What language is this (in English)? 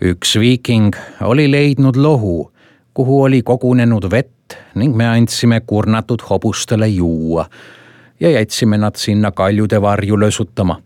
Estonian